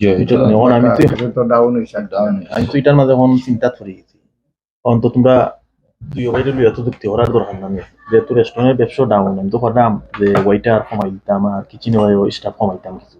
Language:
Sylheti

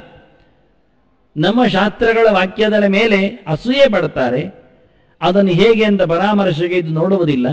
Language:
Kannada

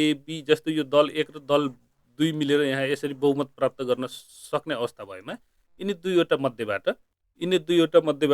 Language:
Nepali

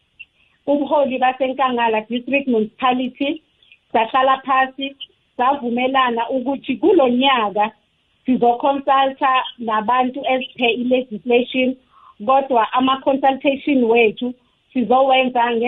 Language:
South Ndebele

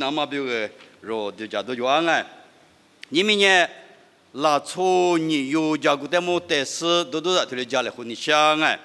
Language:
Lisu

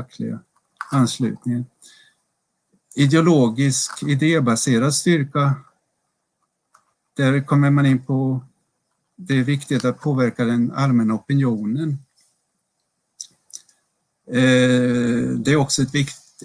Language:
Swedish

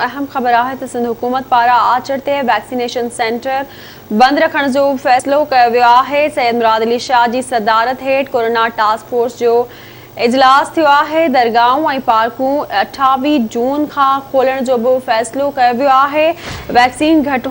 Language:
Sindhi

